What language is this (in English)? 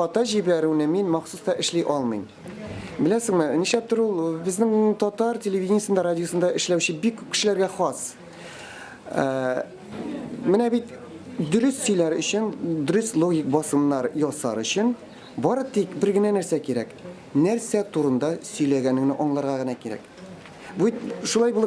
Tatar